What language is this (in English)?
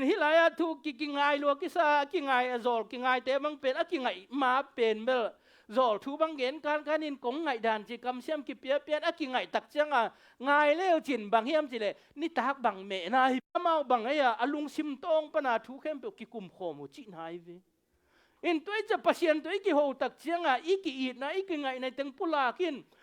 Tedim Chin